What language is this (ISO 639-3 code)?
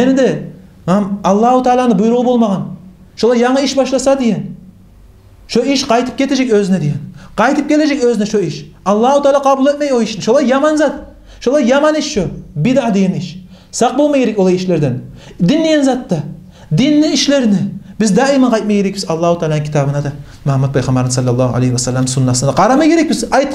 kum